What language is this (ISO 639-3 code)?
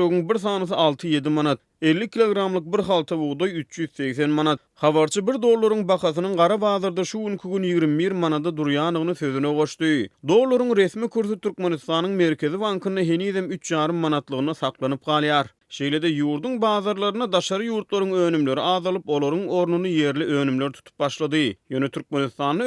tuk